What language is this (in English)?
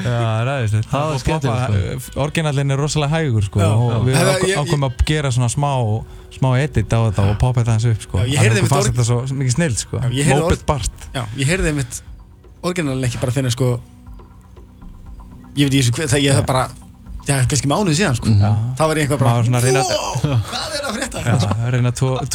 Icelandic